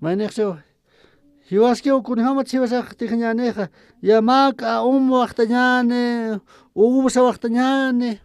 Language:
Aymara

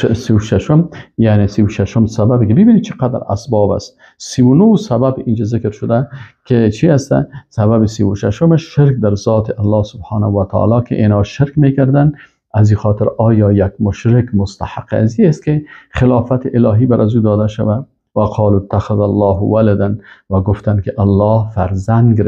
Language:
Persian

